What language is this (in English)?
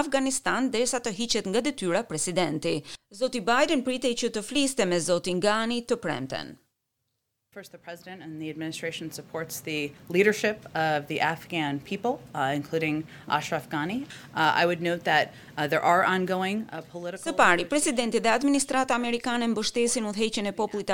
Albanian